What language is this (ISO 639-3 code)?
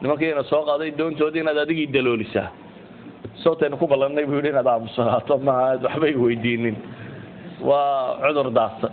som